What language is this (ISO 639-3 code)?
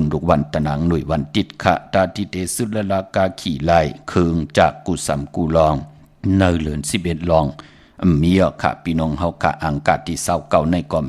shn